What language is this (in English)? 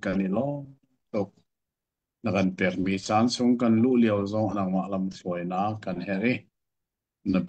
Hakha Chin